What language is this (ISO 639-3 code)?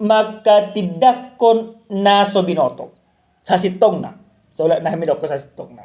bbc